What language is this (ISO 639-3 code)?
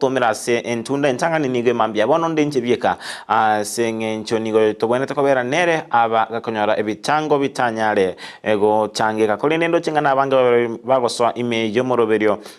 guz